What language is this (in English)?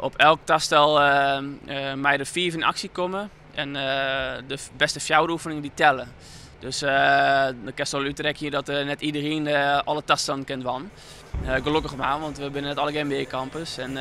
Western Frisian